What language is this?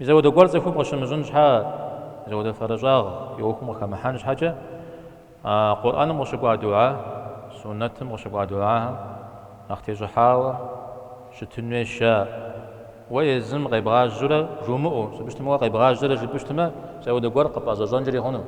Kabardian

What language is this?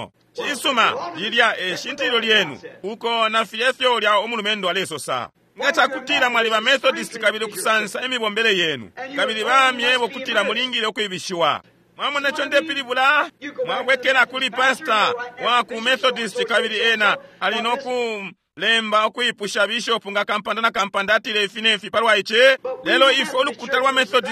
Bemba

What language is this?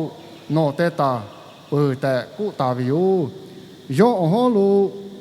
Lahu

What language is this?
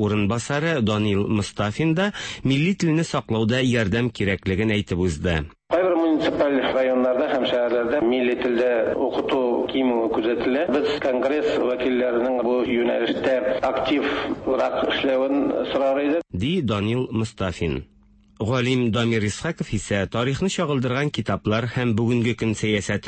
Tatar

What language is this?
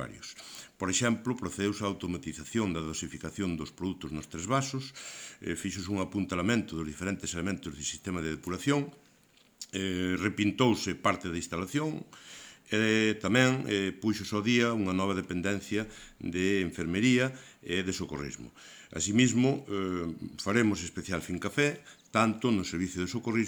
Galician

